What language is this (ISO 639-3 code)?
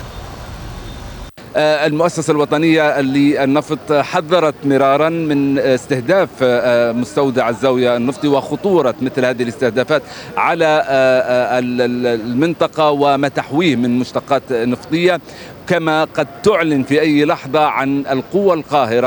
ara